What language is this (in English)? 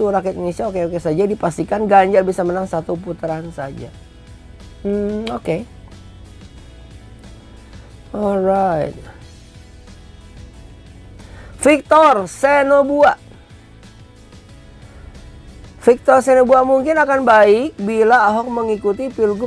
Indonesian